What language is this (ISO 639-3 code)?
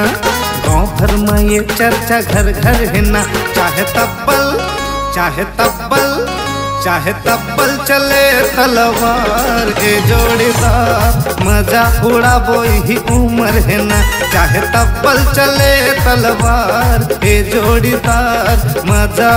hne